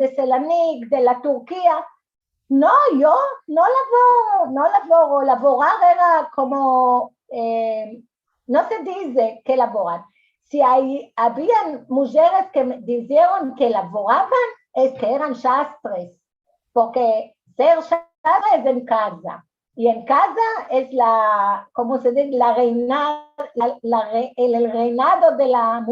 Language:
Ladino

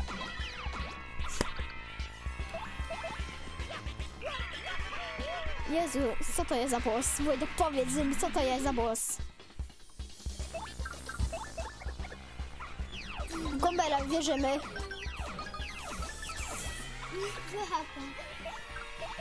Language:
Polish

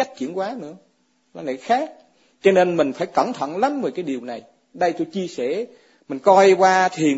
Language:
Vietnamese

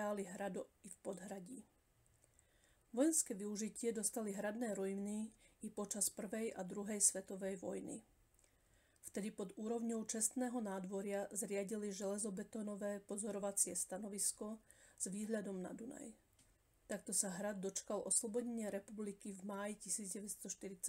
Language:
Slovak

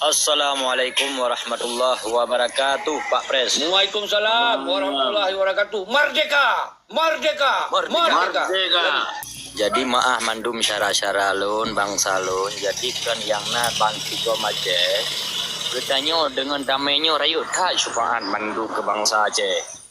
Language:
Achinese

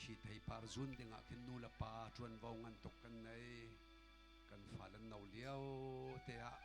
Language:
Hakha Chin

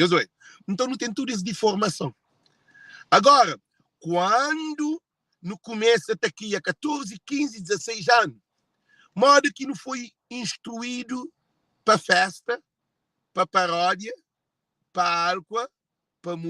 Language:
Kabuverdianu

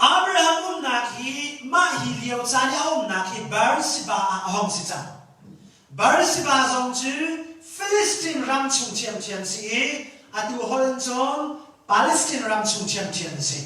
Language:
Hakha Chin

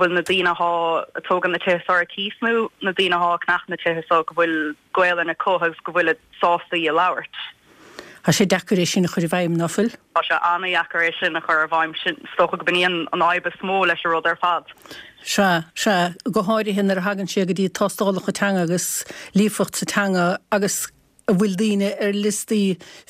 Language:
Irish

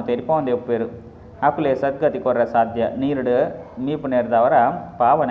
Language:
Tulu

